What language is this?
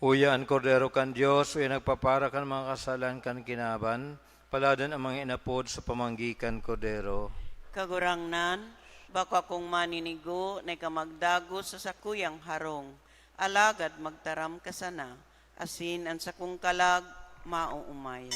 Bikol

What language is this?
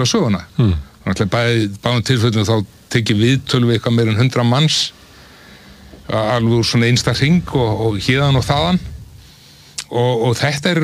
Icelandic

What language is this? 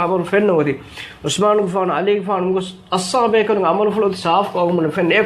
Divehi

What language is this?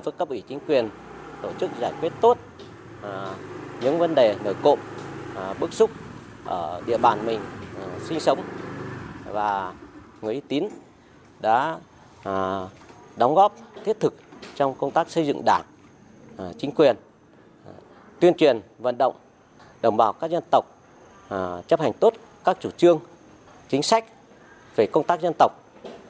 Vietnamese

